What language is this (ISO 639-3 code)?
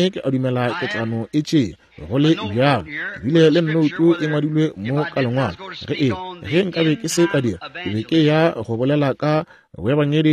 nso